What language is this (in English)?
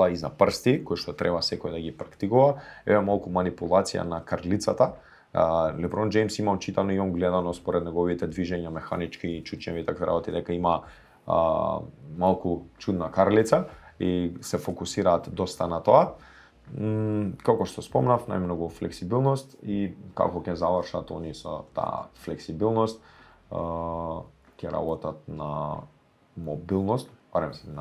Macedonian